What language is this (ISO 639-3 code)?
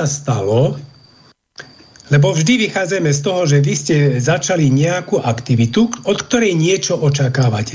slk